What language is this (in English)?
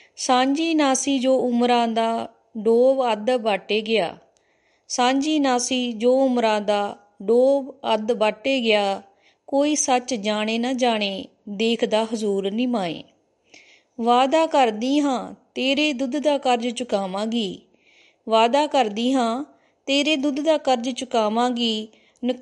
Punjabi